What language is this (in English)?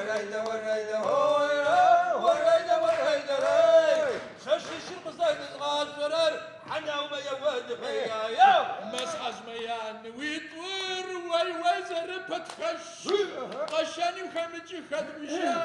Adyghe